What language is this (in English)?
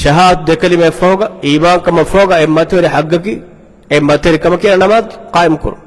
Divehi